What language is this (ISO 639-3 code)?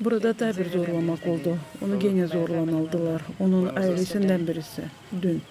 gag